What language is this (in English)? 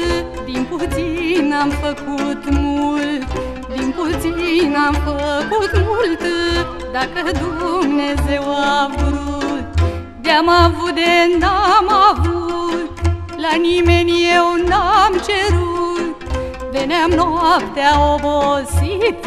Romanian